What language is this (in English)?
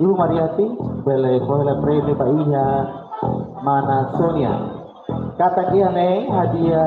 Tetum